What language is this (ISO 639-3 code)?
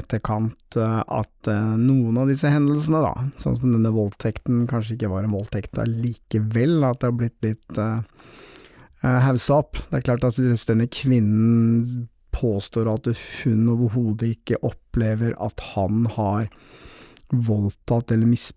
nor